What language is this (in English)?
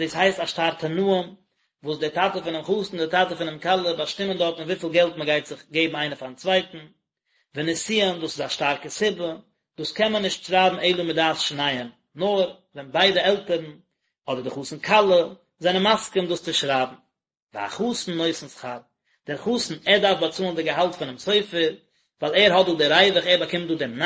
Yiddish